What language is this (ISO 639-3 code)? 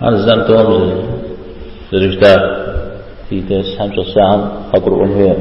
kbd